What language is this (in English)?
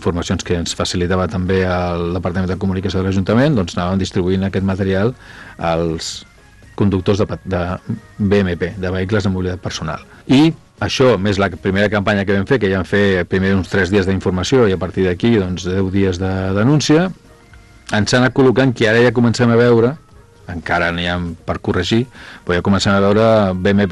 Catalan